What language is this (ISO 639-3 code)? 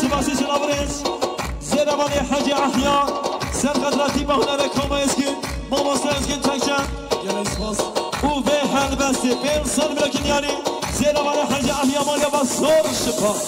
kur